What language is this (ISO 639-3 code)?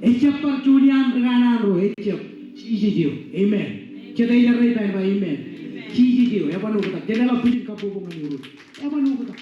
mah